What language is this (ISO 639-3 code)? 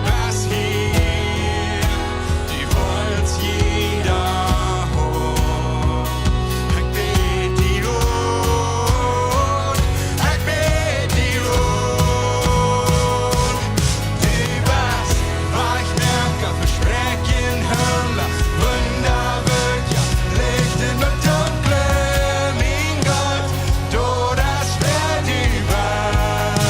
pdt